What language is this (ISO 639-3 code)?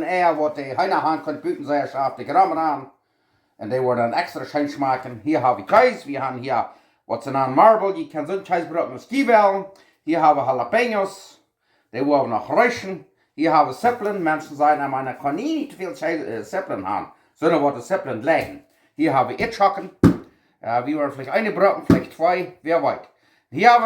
pdt